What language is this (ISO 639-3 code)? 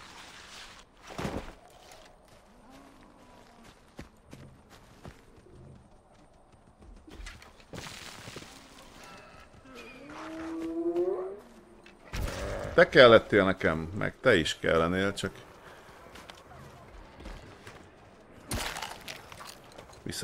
hun